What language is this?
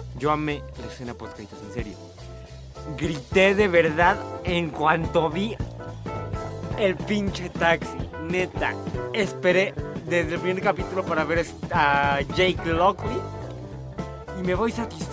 Spanish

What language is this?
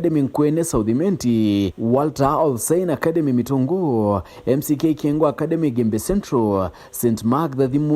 Meru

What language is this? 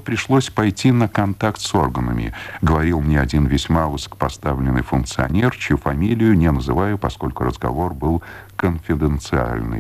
Russian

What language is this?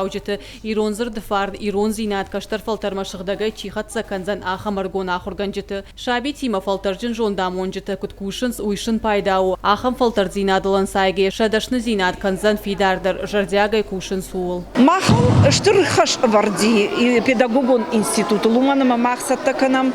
Ossetic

